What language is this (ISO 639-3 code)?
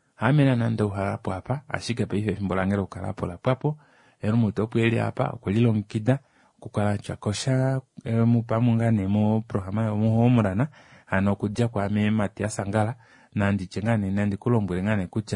kua